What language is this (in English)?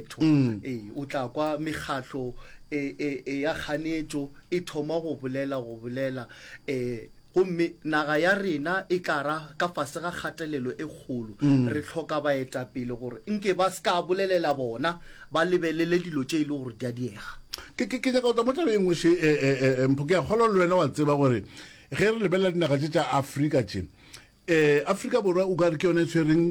Northern Sotho